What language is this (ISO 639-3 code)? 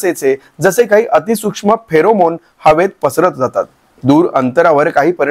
mar